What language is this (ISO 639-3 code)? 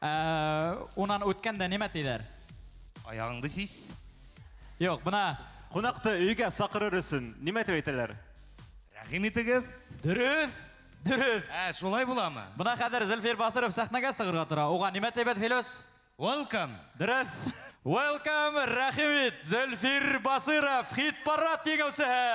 bak